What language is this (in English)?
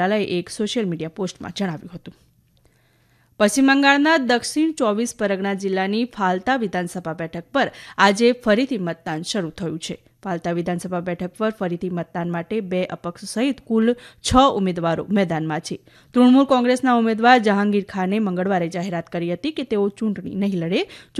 Gujarati